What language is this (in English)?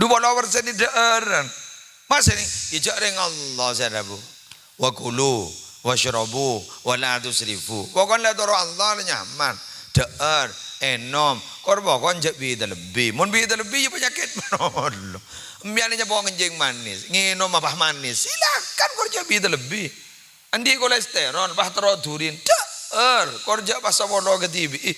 Madurese